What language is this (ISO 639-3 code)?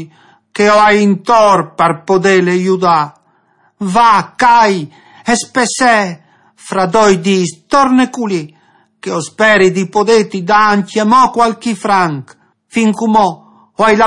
fur